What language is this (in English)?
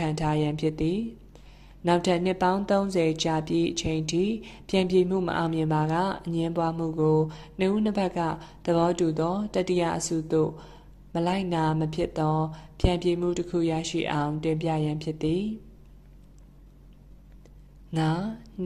Burmese